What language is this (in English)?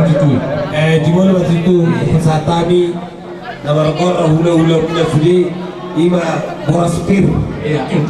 Batak Toba